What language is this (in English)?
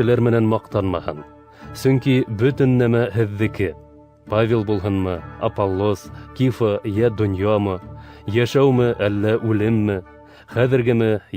Bashkir